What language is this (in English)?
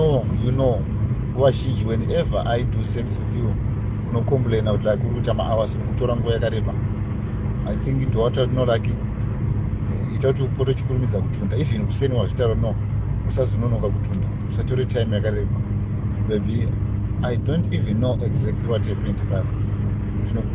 Shona